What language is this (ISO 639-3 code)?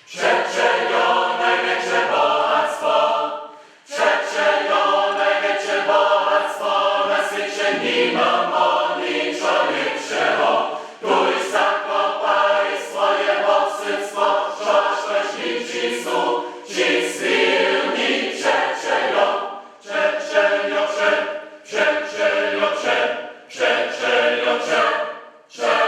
hsb